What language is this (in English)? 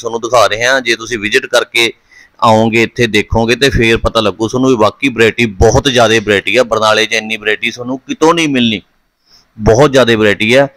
Punjabi